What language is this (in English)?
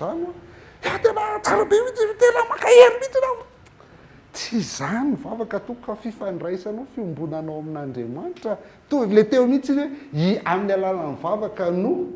Malagasy